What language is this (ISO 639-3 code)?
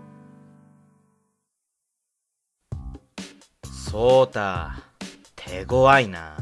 jpn